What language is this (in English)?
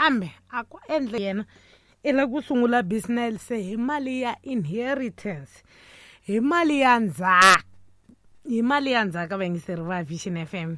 Tsonga